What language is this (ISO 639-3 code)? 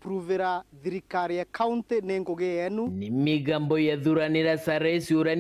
mer